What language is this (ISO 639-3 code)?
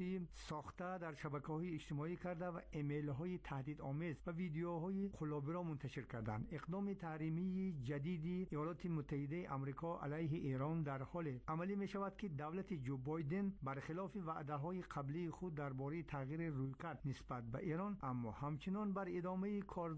fas